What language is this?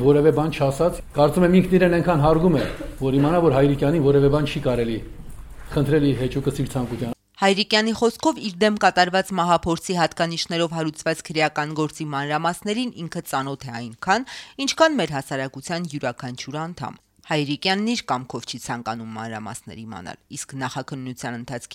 Armenian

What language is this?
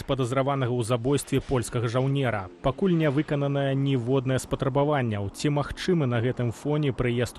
Belarusian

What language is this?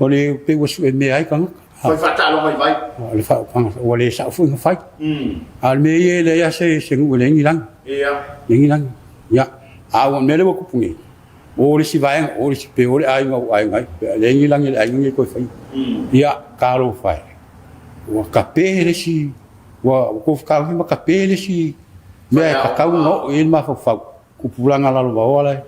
Samoan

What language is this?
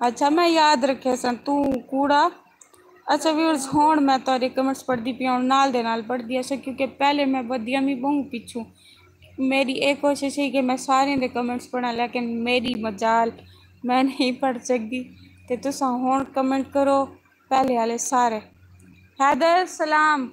Saraiki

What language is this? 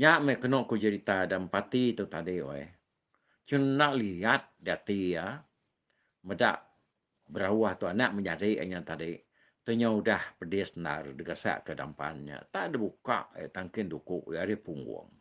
Iban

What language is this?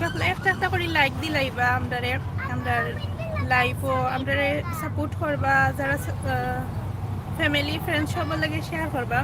Sylheti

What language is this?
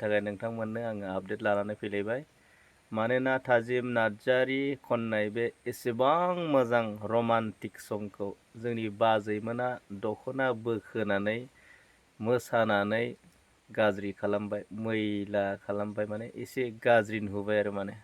Bodo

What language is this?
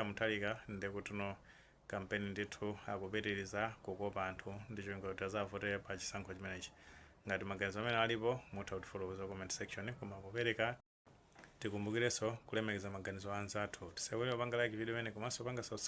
Nyanja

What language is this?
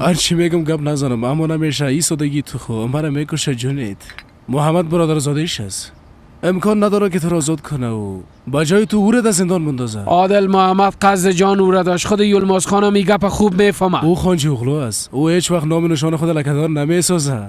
Persian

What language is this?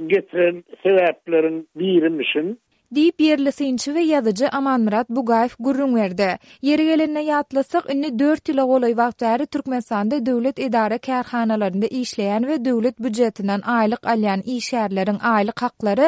Turkmen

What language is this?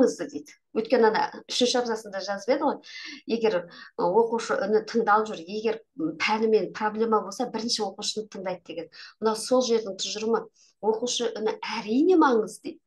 Kazakh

